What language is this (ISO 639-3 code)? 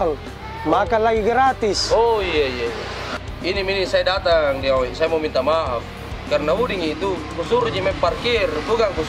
mfp